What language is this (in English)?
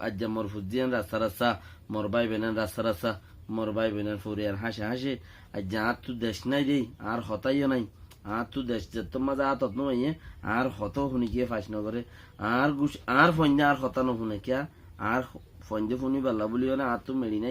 Rohingya